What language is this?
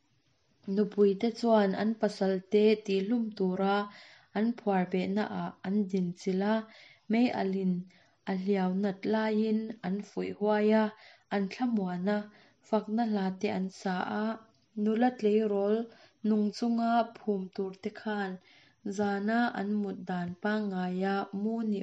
Mizo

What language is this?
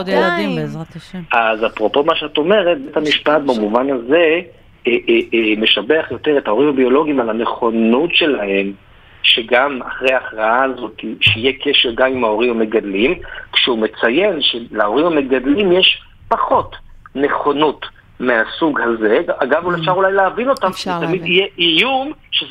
Hebrew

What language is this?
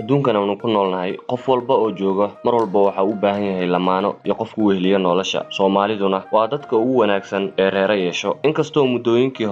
Somali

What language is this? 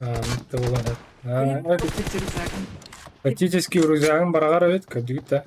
Yakut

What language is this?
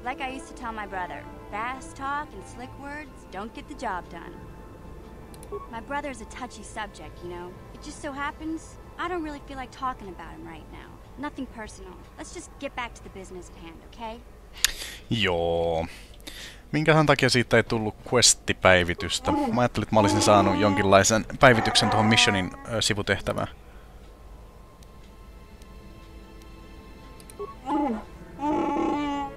Finnish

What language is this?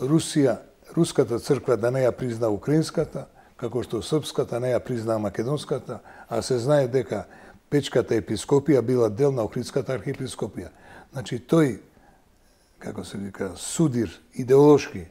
Macedonian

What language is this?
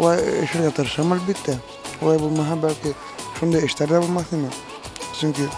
Tatar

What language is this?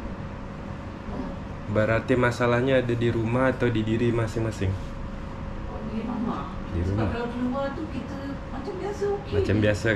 Malay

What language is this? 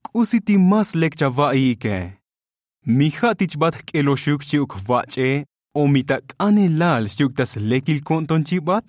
Tzotzil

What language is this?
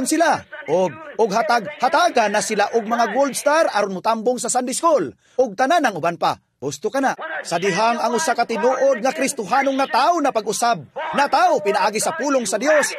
Cebuano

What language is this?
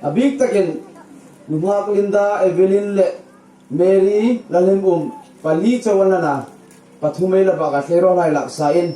Hmar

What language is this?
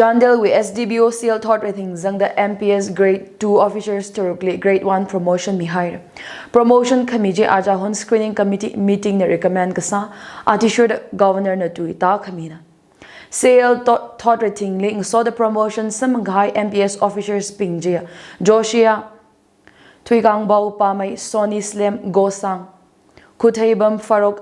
Tangkhul Naga (India)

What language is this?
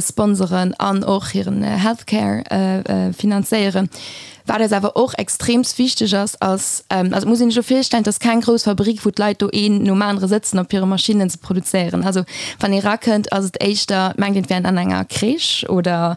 Luxembourgish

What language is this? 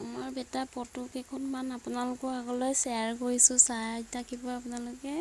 Assamese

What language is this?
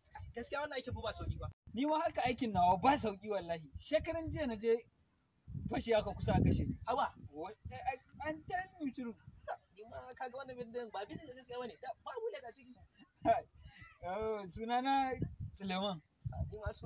Hausa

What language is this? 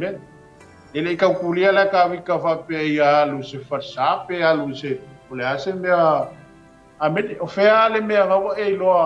Samoan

